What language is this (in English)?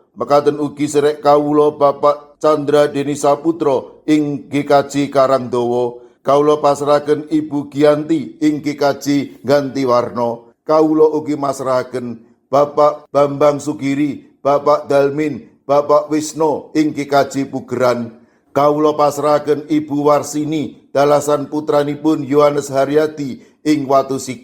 Javanese